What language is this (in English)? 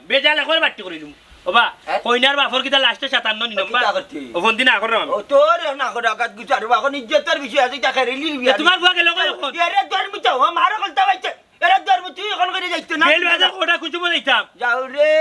Sylheti